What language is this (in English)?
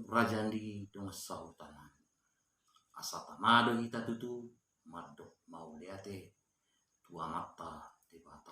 Batak Toba